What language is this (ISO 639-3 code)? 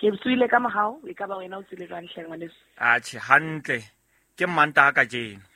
sot